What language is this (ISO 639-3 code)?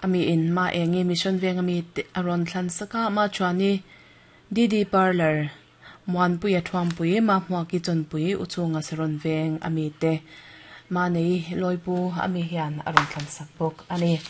lus